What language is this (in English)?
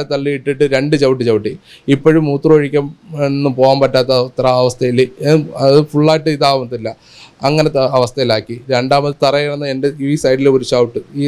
Malayalam